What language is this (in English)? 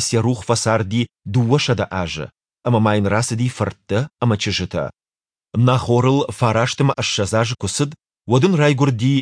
Ossetic